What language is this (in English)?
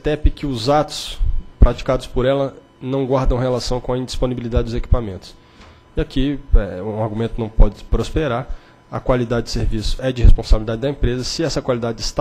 Portuguese